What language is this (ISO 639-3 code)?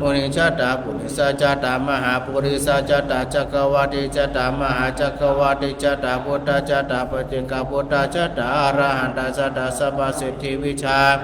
pli